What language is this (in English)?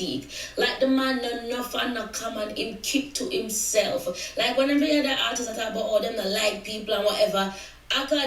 Jamaican Creole English